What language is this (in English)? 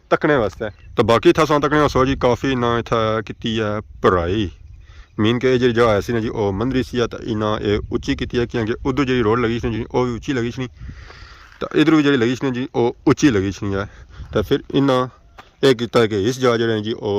Pahari-Potwari